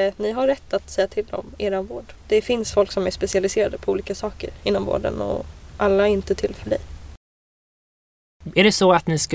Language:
Swedish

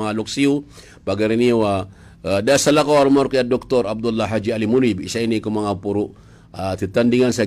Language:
Maranao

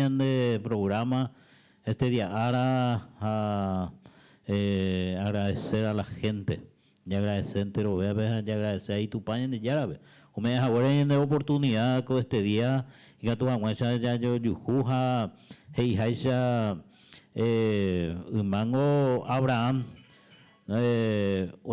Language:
Guarani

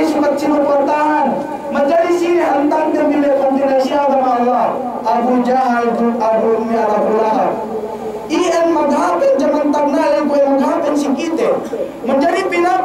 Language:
Yakan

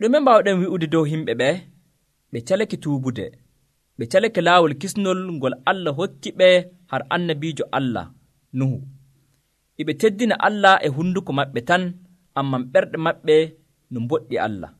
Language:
Nigerian Fulfulde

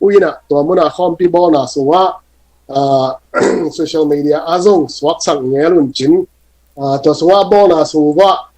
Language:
Tedim Chin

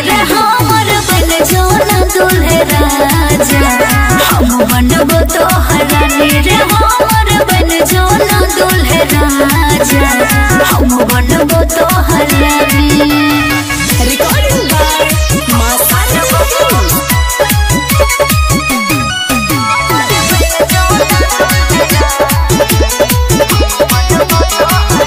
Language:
Bhojpuri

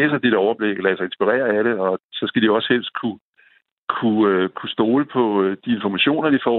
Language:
Danish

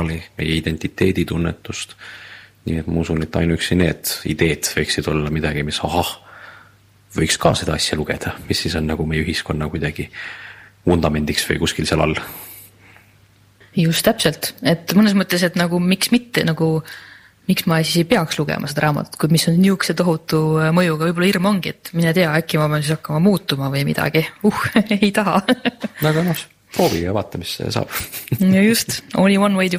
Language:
Estonian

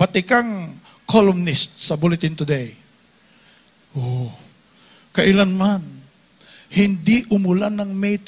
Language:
Filipino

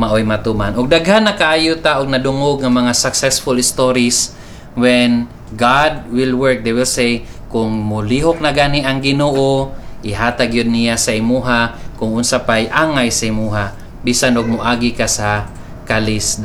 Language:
Cebuano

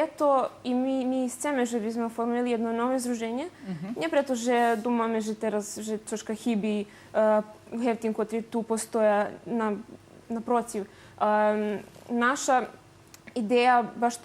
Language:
Rusyn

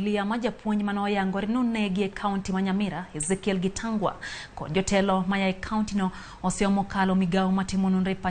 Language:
Luo (Kenya and Tanzania)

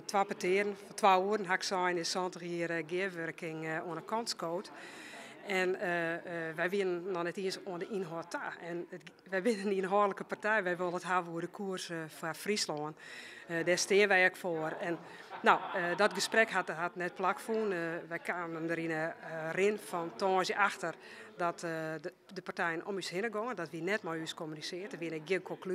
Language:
Western Frisian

